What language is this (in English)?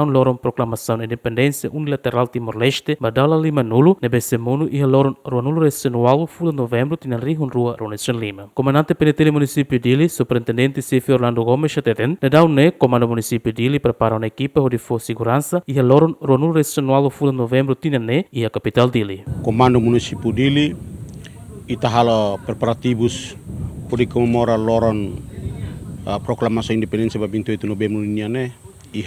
Tetum